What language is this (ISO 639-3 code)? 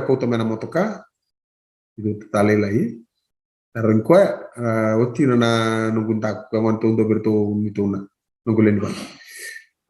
fij